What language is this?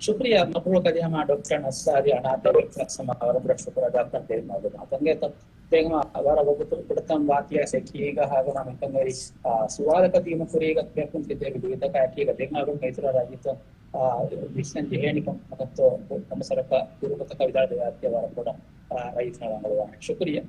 Divehi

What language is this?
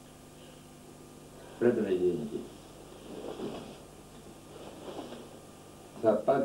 Greek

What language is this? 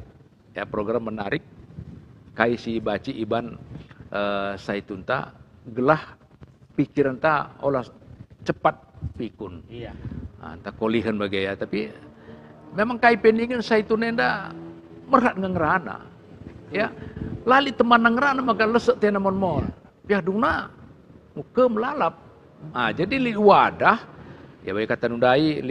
Batak Karo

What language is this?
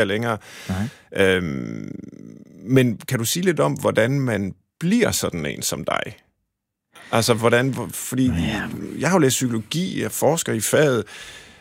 Danish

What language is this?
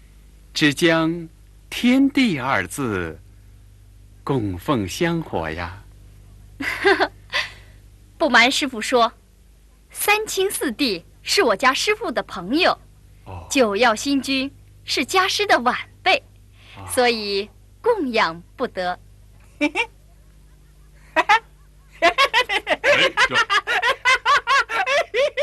Chinese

